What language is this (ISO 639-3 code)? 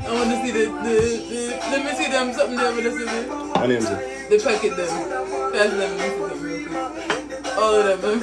jam